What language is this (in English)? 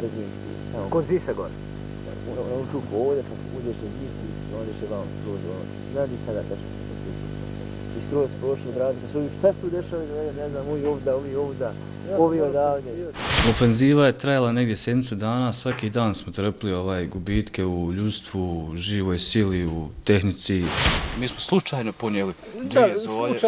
Bosnian